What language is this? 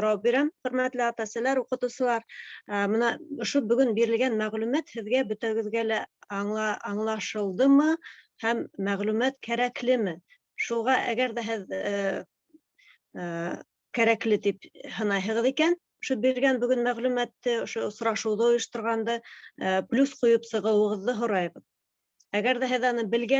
Bashkir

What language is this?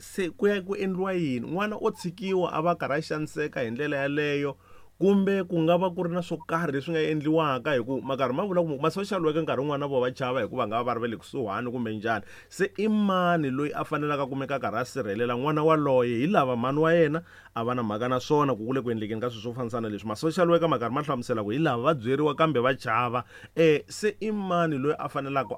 Tsonga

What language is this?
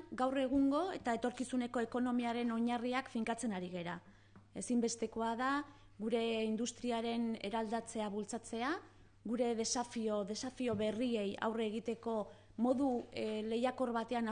Basque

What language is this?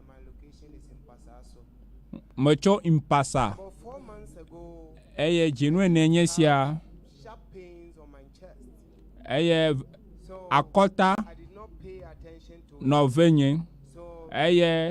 Ewe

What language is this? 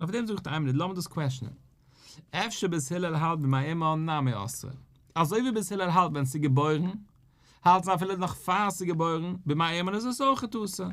Yiddish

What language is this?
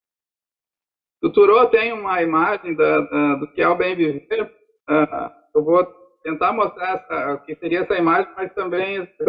Portuguese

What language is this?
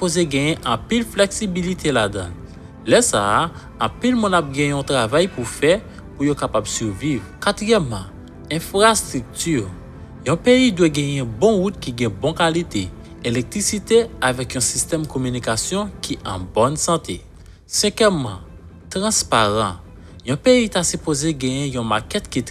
Haitian Creole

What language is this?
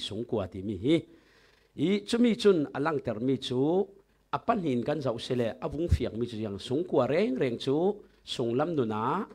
Falam Chin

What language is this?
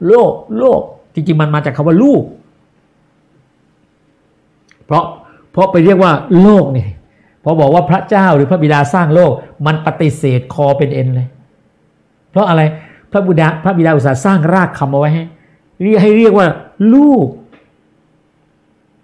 Thai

